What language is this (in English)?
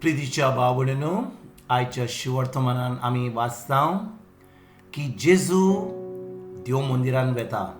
Konkani